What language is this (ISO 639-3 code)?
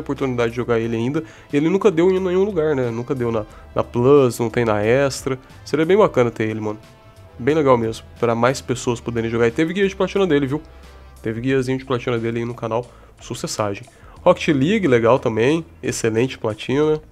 por